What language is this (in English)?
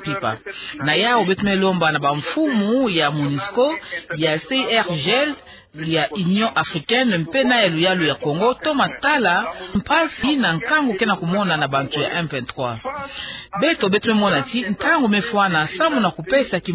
Kituba (Democratic Republic of Congo)